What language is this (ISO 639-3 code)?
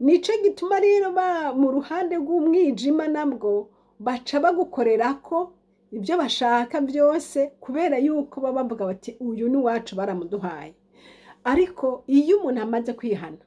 run